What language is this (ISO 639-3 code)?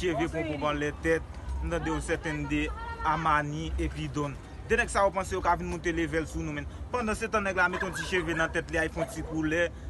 hat